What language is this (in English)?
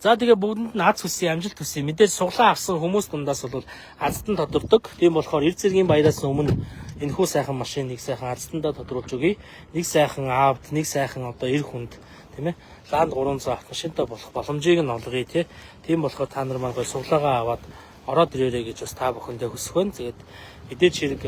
Mongolian